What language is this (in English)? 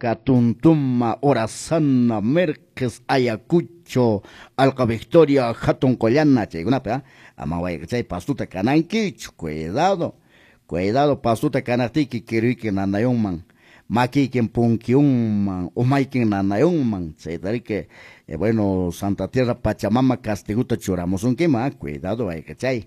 Quechua